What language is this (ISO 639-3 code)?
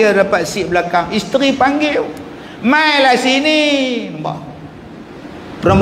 msa